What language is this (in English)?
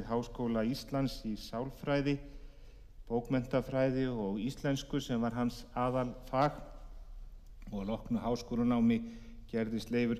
Icelandic